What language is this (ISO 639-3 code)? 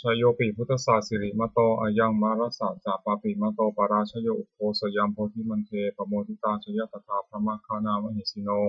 pli